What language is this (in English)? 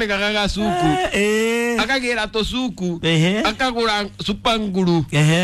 Kikuyu